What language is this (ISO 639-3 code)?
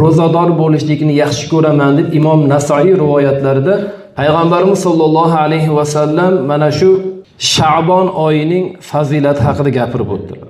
uzb